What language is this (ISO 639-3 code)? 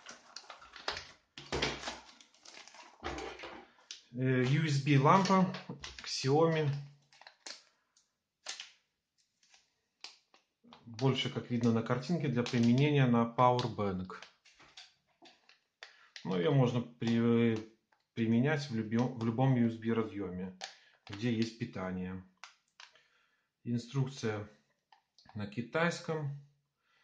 rus